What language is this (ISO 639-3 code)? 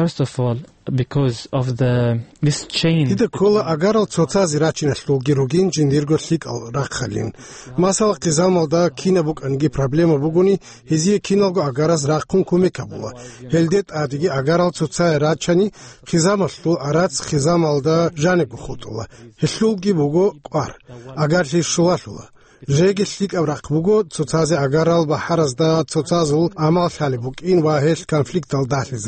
ava